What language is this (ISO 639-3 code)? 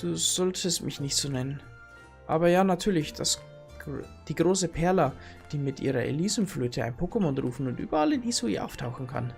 bar